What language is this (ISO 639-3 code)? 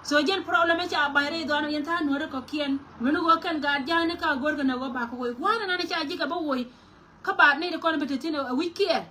nus